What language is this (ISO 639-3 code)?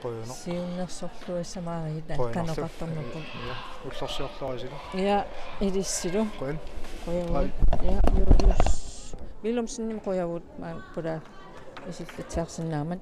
kal